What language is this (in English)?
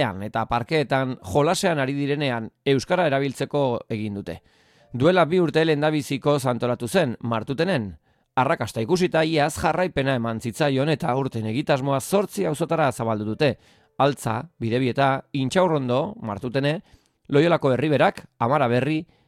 Basque